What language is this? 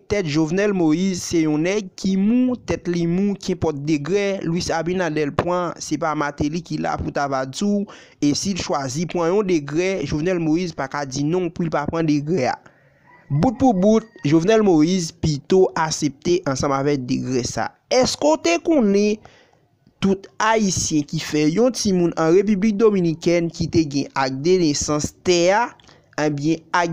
Haitian Creole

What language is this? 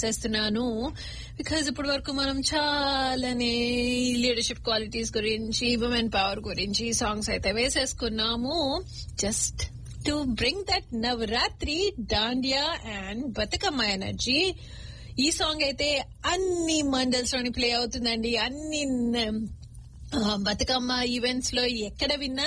Telugu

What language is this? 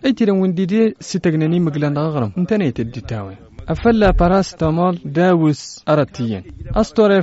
Tamasheq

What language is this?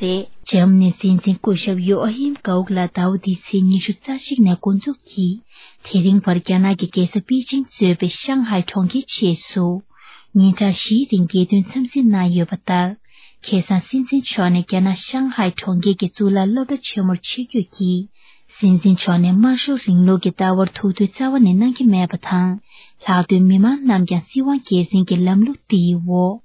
Tibetan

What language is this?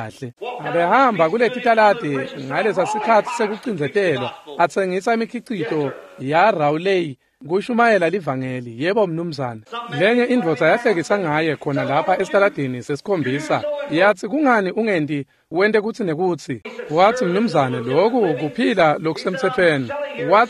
Swati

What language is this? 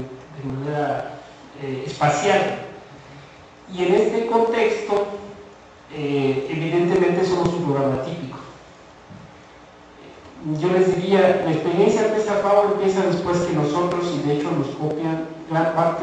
Spanish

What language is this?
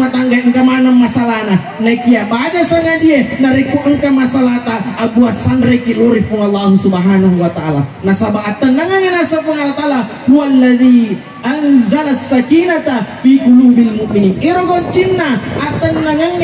Buginese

